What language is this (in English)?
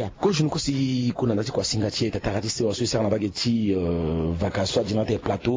Sango